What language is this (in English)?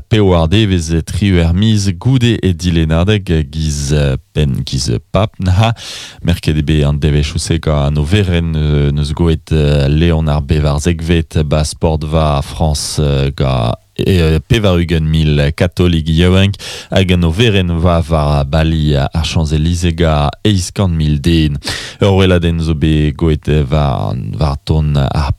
Breton